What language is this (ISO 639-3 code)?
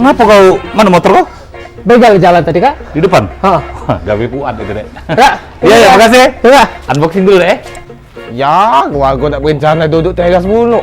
mui